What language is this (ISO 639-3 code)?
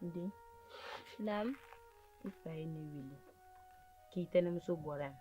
bam